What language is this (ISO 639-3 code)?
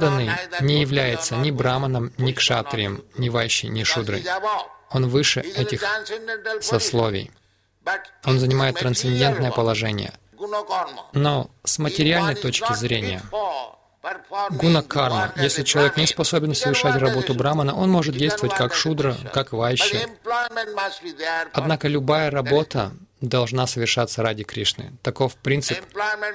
rus